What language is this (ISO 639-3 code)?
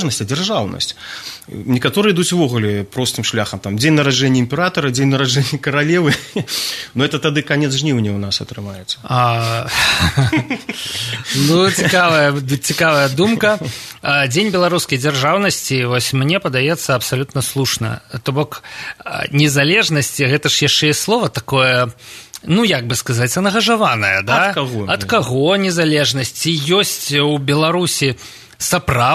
bel